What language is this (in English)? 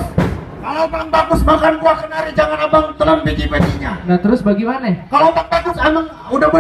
Betawi